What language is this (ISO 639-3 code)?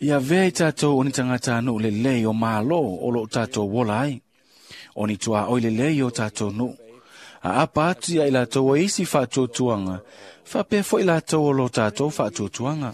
smo